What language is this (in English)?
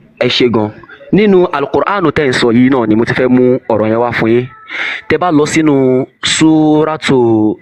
Yoruba